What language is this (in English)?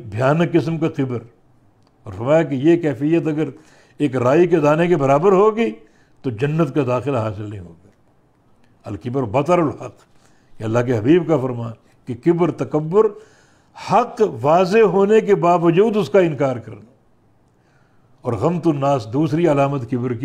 Urdu